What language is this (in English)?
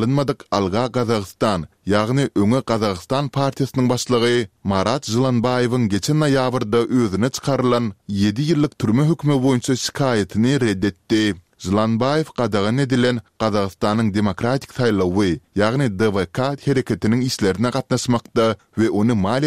Turkmen